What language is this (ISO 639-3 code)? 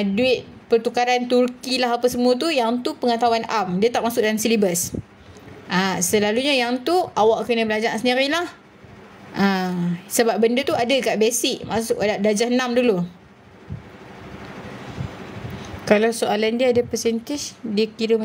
msa